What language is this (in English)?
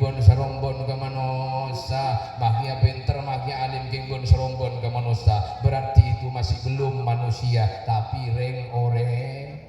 Madurese